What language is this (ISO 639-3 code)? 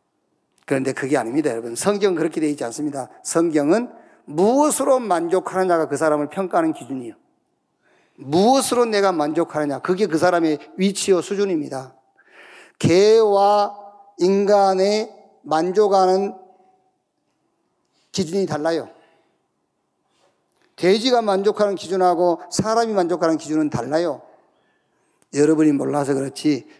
kor